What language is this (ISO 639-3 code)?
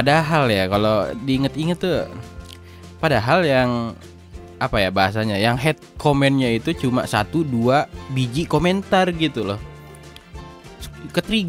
ind